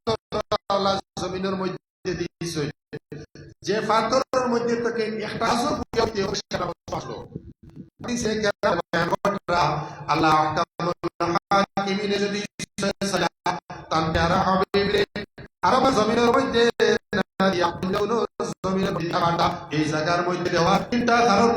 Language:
Sylheti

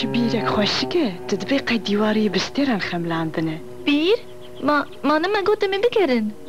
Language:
Kurdish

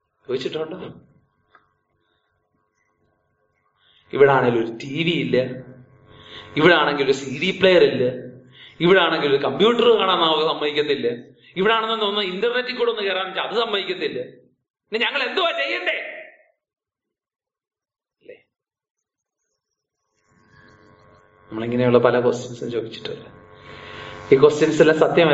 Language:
Malayalam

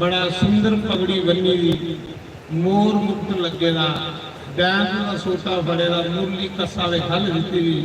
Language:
Dogri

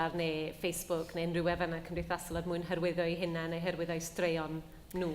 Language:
Welsh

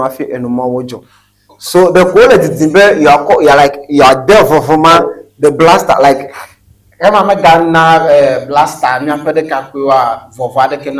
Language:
Ewe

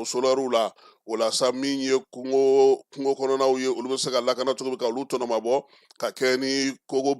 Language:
Bambara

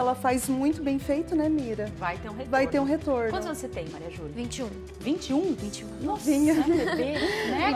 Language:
Portuguese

